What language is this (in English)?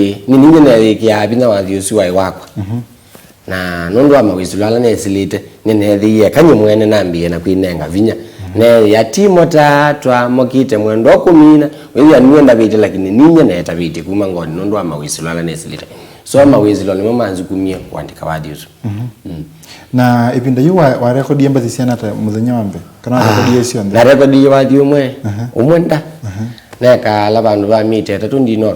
Kamba